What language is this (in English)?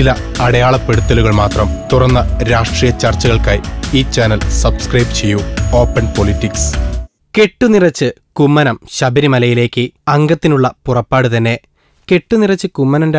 Malayalam